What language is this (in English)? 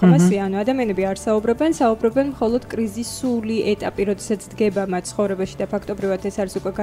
Georgian